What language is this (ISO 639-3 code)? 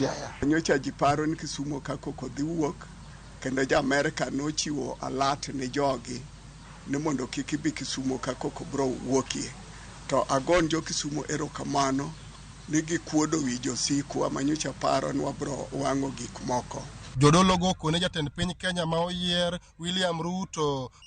luo